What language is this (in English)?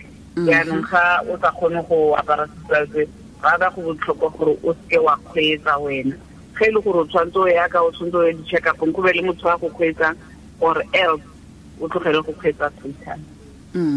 Tswana